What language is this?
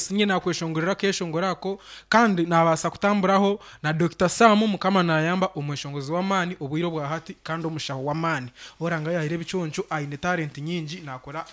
Nyankole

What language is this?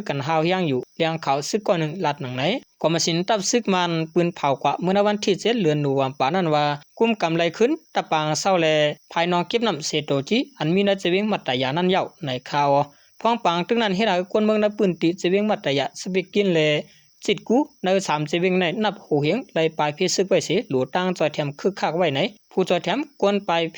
Shan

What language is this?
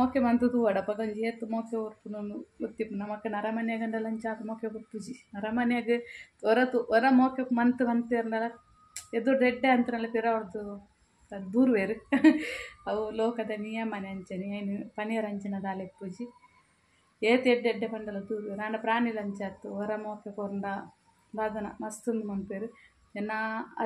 Tulu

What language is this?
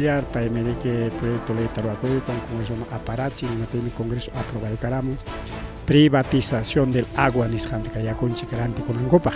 Ayacucho Quechua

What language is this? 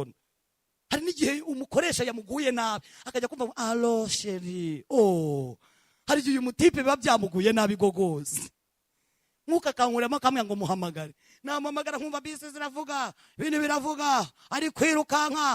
Kinyarwanda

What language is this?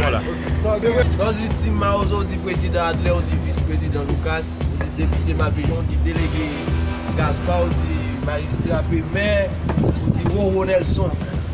Haitian Creole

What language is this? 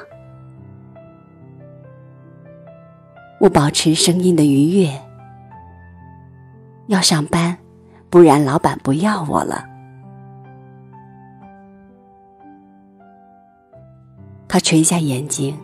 Chinese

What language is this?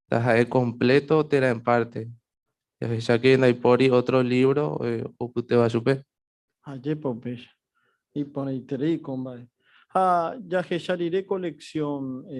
Guarani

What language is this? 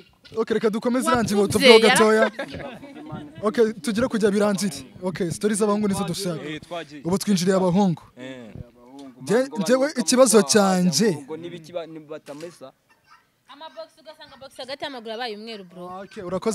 Kinyarwanda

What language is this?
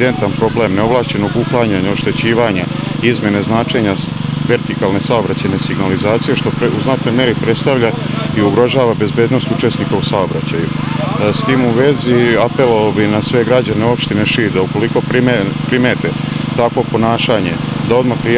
Serbian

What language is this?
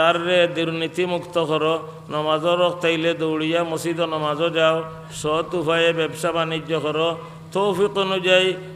Sylheti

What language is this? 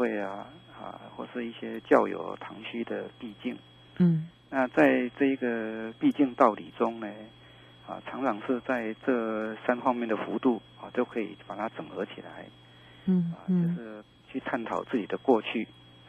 Chinese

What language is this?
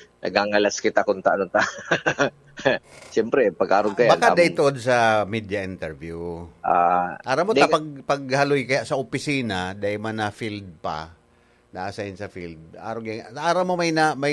Bikol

